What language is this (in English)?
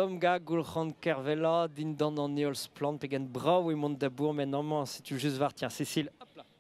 Breton